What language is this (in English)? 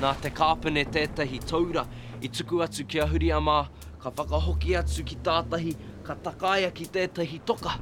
Māori